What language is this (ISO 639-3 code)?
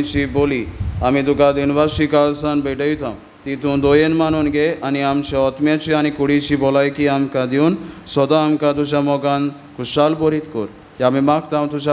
kok